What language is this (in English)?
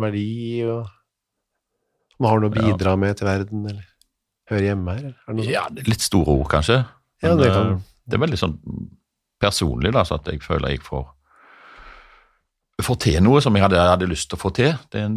Norwegian